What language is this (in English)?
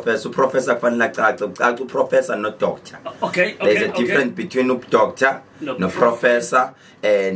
Zulu